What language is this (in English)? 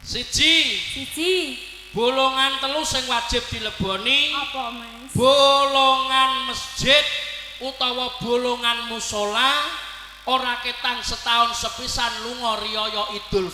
Javanese